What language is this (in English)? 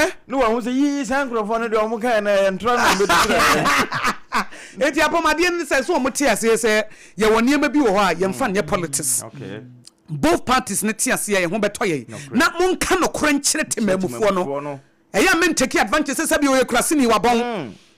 Akan